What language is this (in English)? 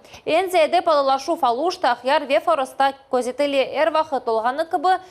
Crimean Tatar